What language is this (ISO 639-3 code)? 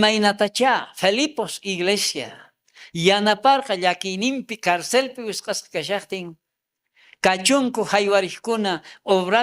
quh